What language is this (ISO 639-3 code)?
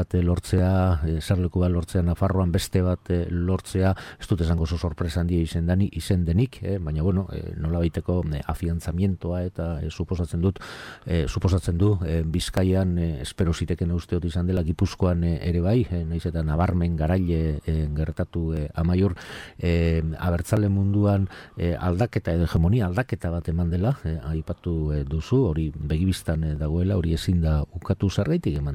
eus